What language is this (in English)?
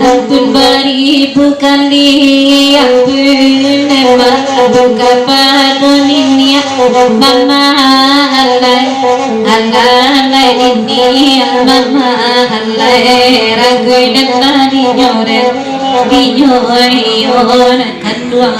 Minangkabau